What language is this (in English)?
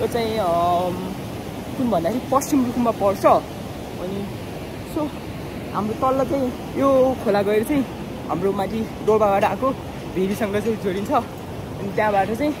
Nepali